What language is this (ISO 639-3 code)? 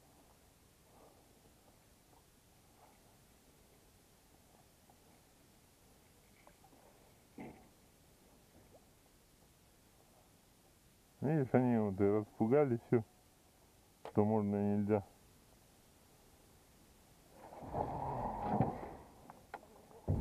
rus